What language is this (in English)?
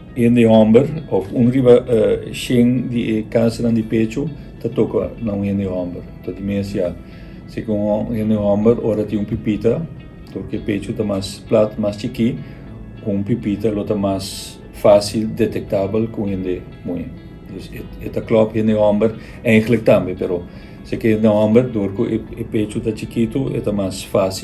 Papiamento